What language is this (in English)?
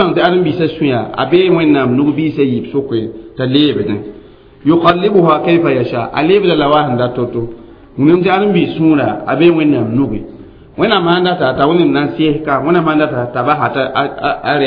Mossi